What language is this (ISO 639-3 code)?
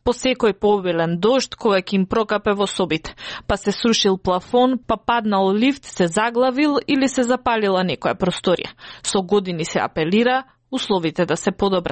mkd